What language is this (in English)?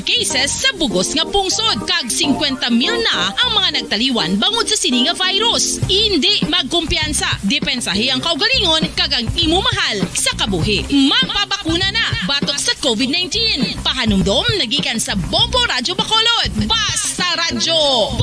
Hiligaynon